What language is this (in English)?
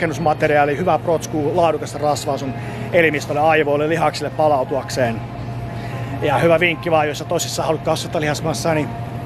Finnish